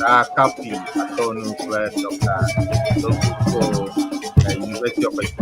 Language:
Ewe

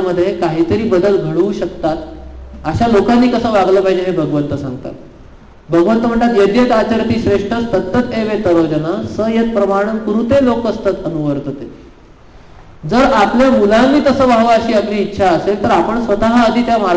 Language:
Marathi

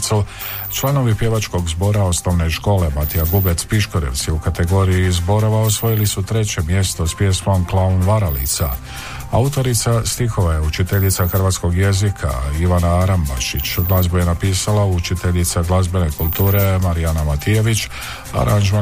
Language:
Croatian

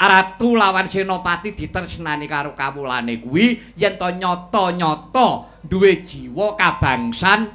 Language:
Javanese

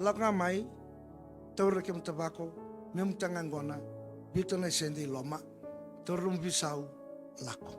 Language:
Fijian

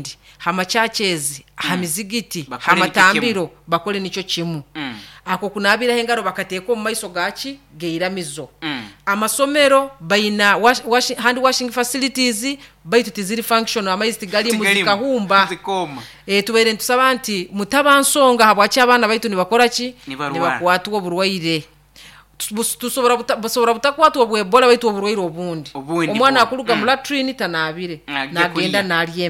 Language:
Nyoro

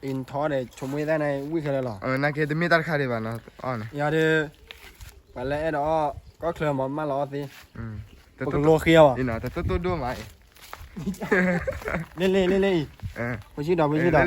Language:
S'gaw Karen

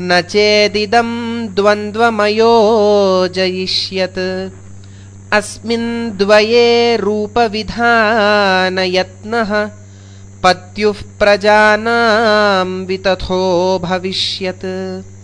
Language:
Sanskrit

